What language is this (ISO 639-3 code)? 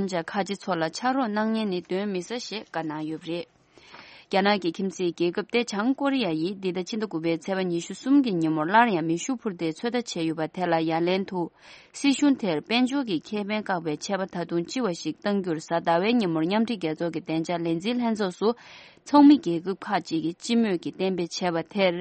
bod